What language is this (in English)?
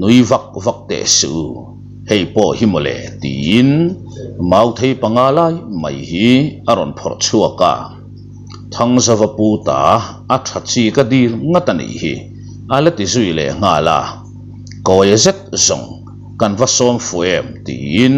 Mizo